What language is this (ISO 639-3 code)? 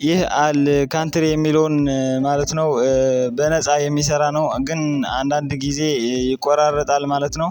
amh